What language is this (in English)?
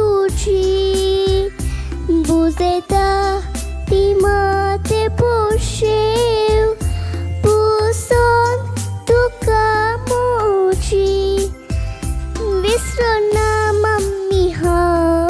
Konkani